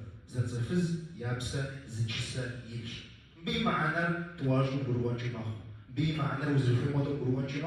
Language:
Kabardian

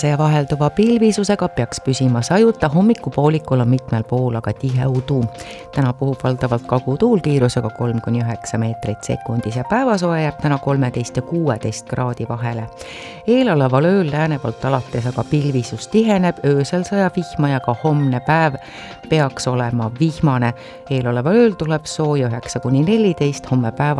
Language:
Estonian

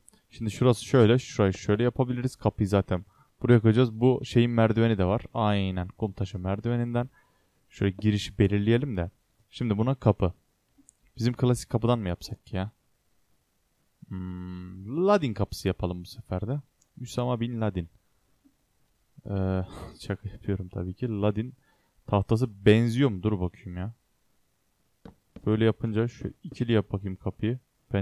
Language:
Turkish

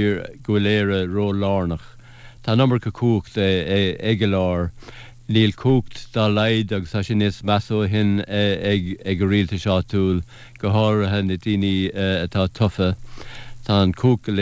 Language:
Irish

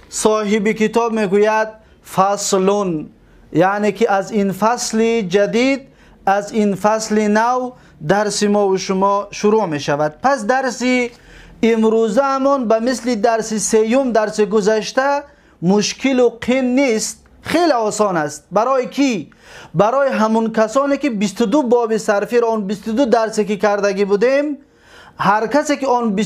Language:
Tajik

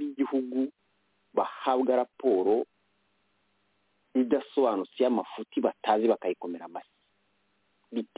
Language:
Kinyarwanda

